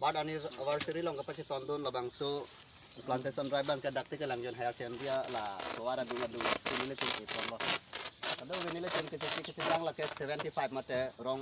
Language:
Karbi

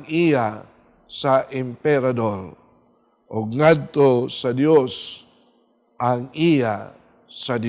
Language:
Cebuano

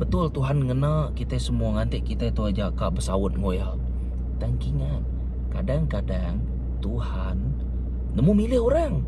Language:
Iban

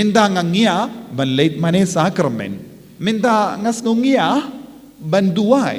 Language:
Khasi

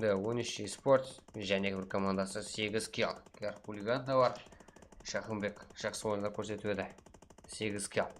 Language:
Kara-Kalpak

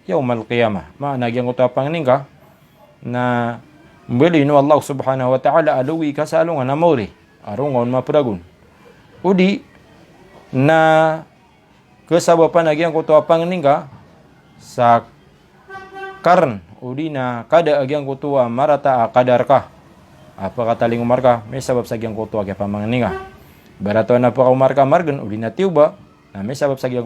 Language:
Maranao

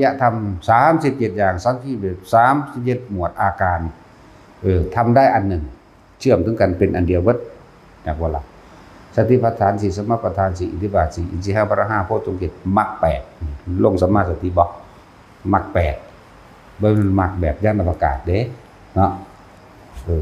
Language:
Northeastern Thai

